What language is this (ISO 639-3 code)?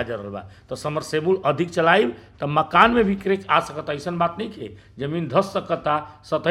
bho